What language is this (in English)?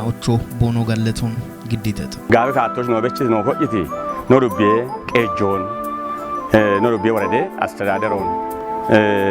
Kafa